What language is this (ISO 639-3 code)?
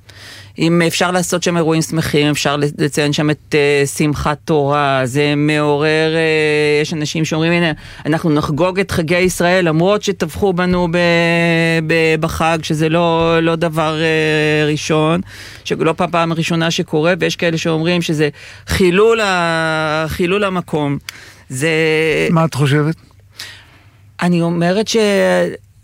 heb